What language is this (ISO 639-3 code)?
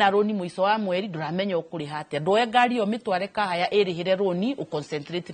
kik